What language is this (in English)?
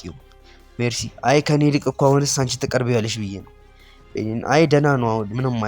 Amharic